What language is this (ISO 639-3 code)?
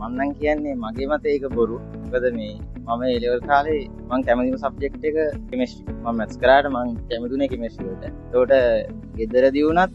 sin